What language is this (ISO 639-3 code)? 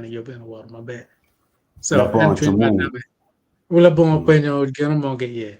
ach